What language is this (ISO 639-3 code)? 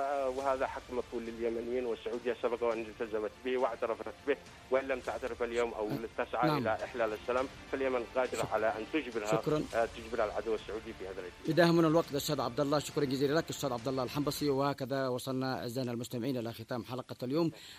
ara